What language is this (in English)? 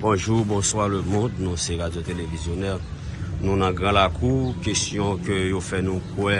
Haitian Creole